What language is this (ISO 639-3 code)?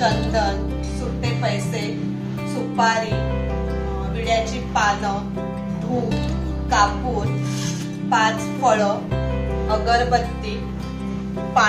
mar